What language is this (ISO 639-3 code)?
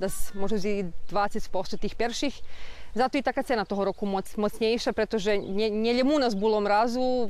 rue